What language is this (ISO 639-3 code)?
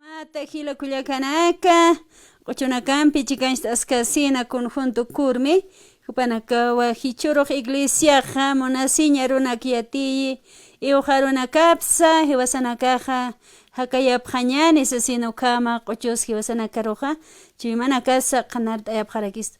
aym